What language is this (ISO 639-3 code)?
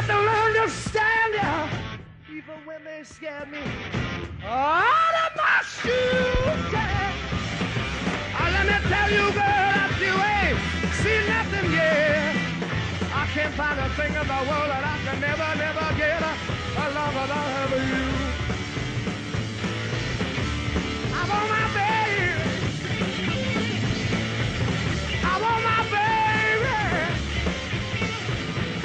eng